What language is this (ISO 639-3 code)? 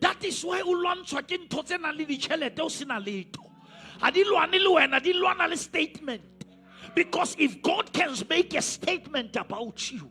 sot